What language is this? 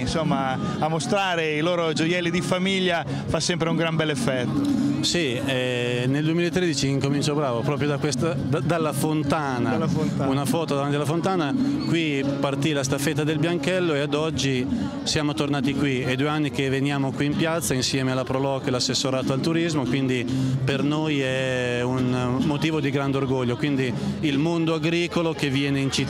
Italian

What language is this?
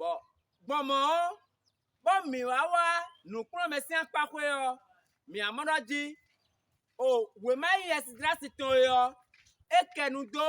Fon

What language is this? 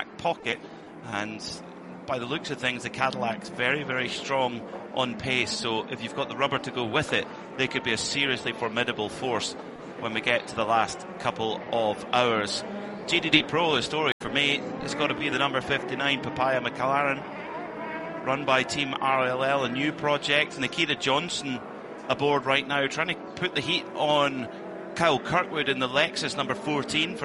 English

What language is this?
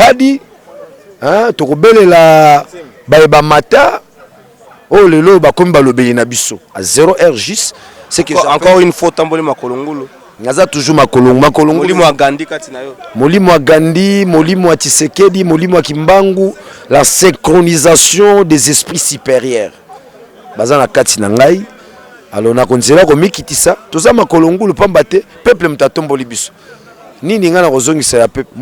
Lingala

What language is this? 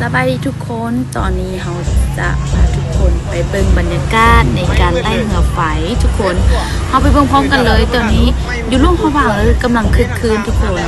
Lao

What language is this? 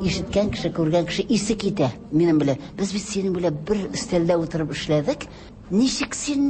Tatar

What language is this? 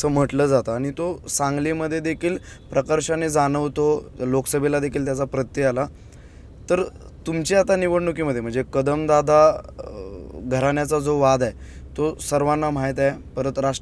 Marathi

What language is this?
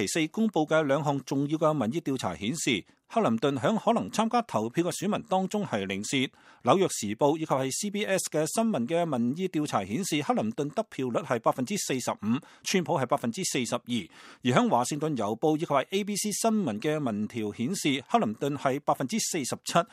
Cantonese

